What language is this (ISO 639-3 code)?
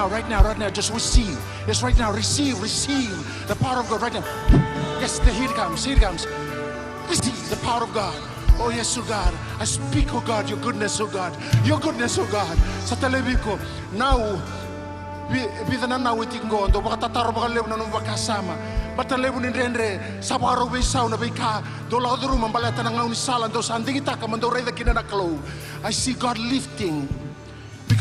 fij